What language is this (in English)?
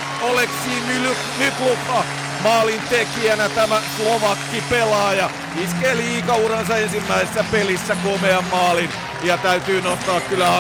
Finnish